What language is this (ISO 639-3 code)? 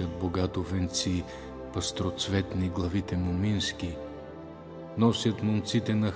bul